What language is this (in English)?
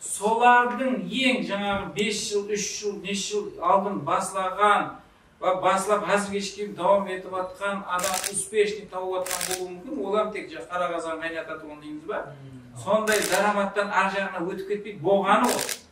Kara-Kalpak